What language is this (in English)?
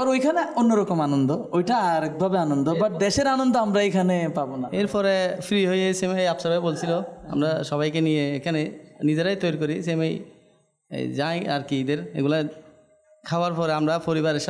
Bangla